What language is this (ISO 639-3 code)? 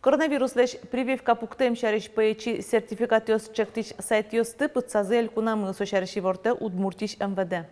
udm